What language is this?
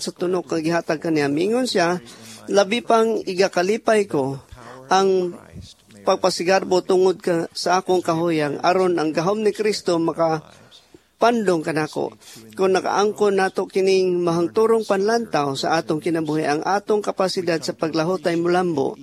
Cebuano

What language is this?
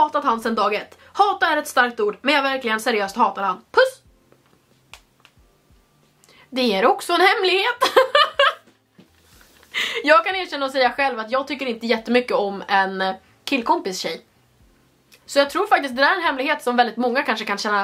Swedish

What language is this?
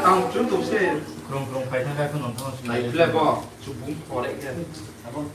Riang (India)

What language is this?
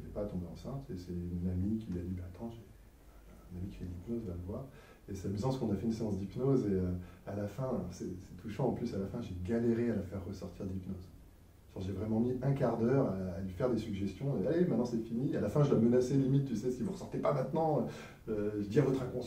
French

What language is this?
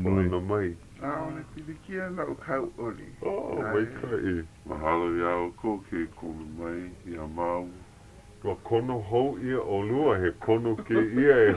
Hawaiian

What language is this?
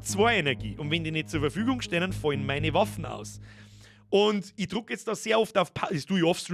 Bavarian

